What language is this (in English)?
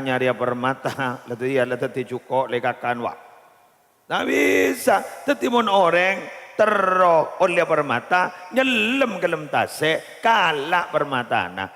Madurese